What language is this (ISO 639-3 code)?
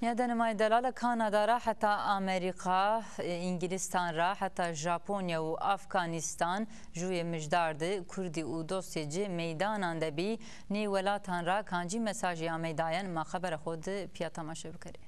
zza